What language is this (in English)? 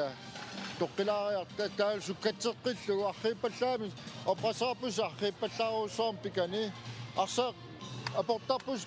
Kalaallisut